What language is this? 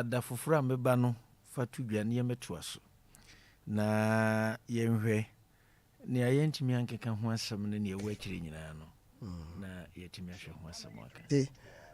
Akan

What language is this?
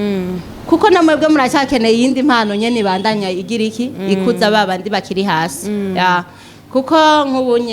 Rundi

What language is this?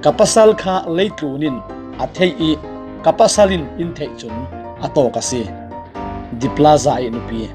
Falam Chin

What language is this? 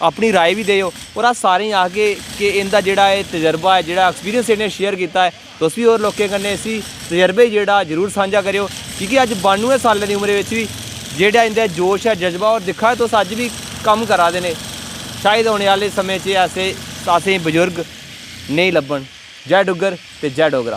Dogri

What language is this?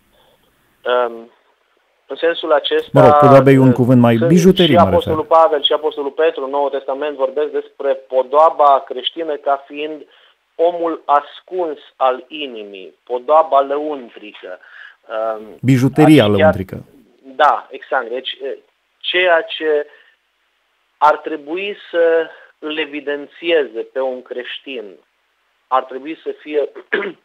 Romanian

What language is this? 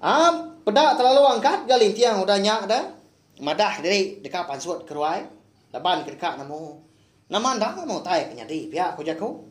Iban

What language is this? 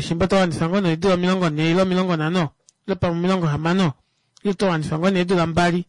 Kuanyama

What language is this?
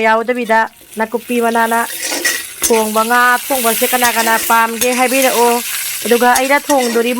Manipuri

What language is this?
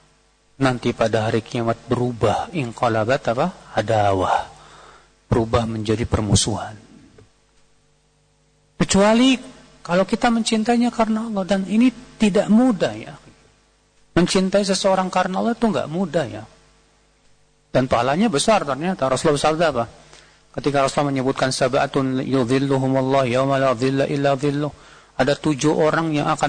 Indonesian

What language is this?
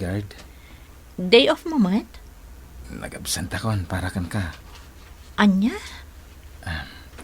Iloko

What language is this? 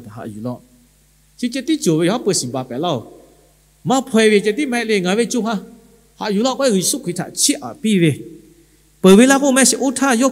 Lahu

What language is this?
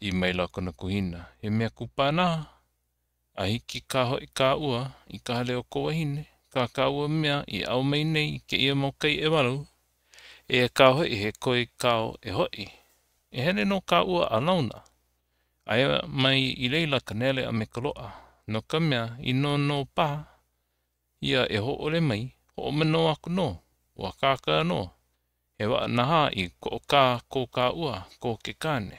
Hawaiian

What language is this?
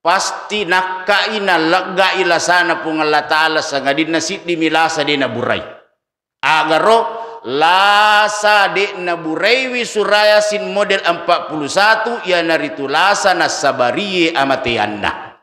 Buginese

